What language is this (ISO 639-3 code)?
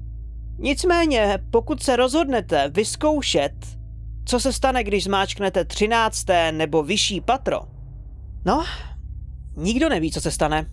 ces